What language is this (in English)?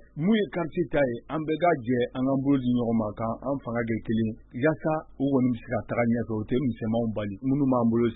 Bambara